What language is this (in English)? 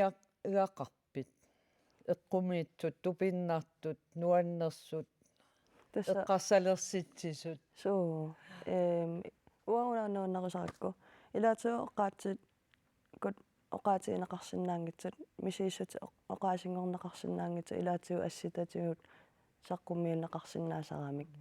Kalaallisut